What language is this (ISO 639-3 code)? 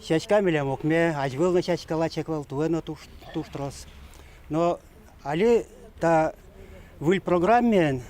udm